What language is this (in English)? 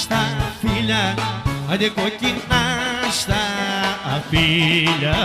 Greek